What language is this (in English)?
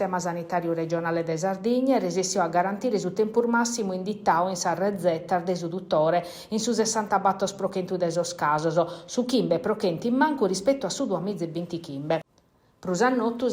Sardinian